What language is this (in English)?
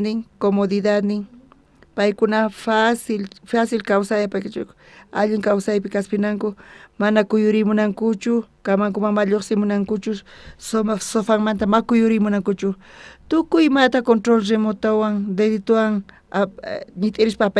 South Bolivian Quechua